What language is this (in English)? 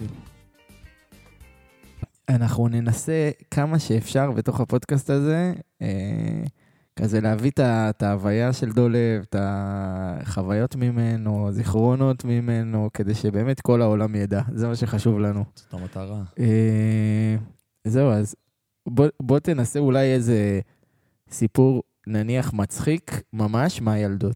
Hebrew